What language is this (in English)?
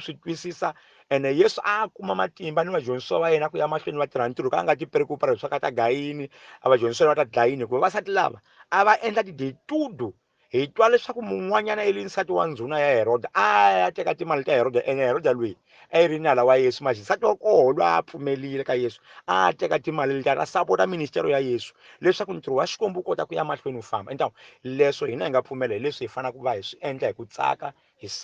Tsonga